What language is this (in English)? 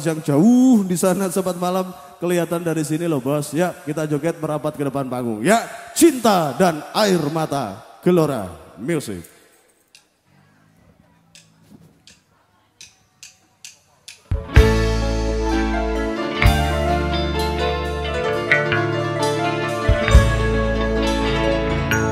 Indonesian